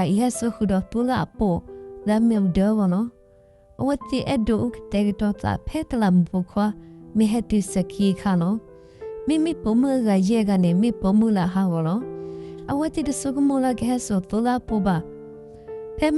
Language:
S'gaw Karen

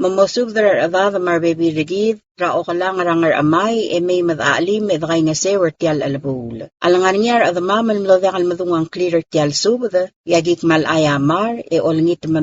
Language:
Palauan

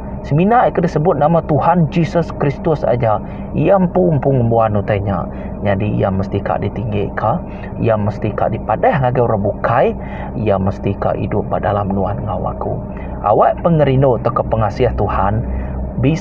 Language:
Iban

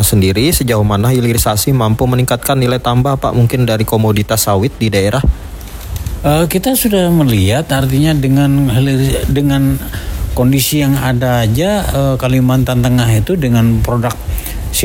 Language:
Indonesian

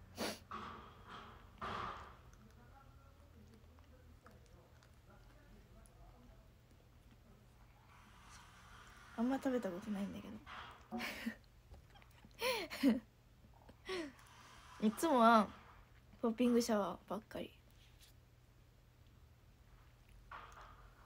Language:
Japanese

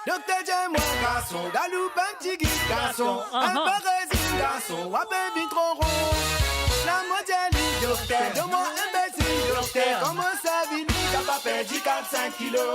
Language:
Morisyen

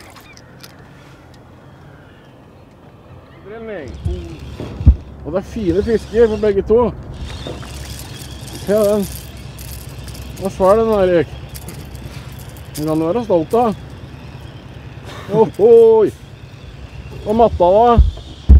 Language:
Norwegian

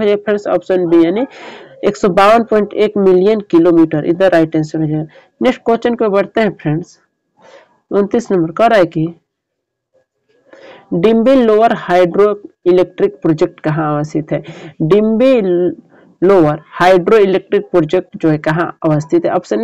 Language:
Hindi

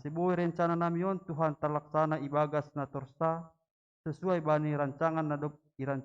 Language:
Batak Simalungun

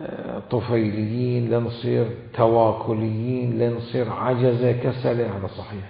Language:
Mesopotamian Arabic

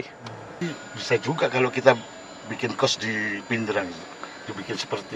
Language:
Makassar Malay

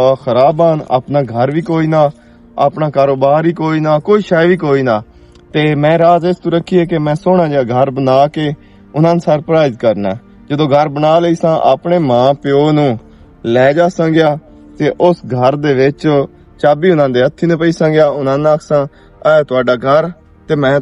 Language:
Western Panjabi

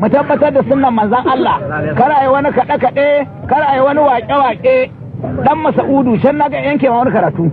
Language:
Hausa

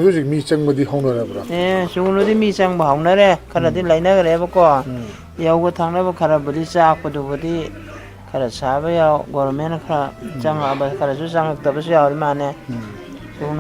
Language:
Manipuri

